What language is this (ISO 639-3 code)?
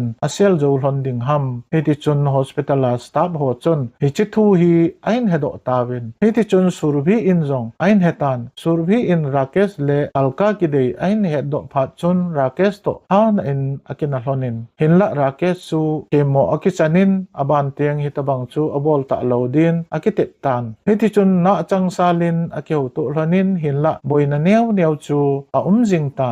tcz